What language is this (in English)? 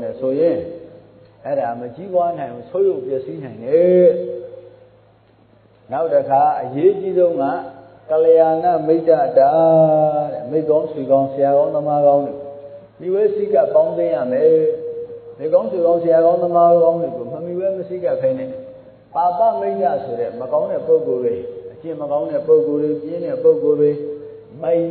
Burmese